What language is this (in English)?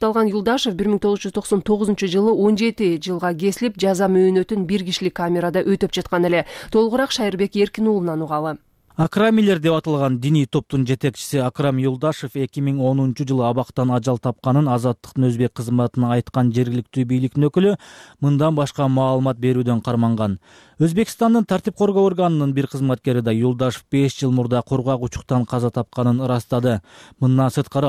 Kyrgyz